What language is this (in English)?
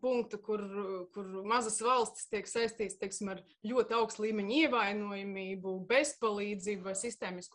Latvian